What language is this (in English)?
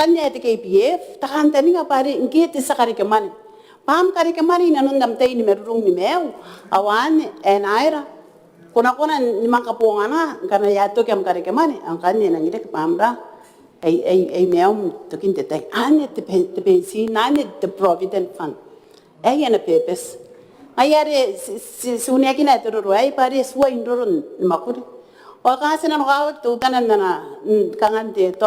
Gilbertese